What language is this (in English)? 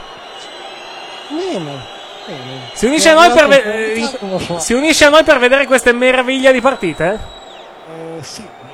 Italian